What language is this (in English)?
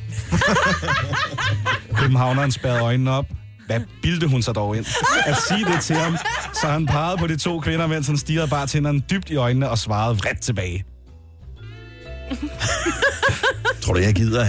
Danish